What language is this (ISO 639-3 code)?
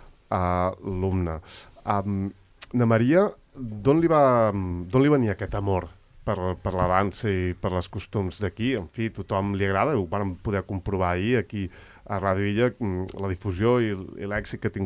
cat